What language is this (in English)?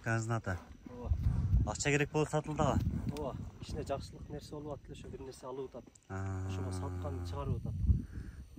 Kyrgyz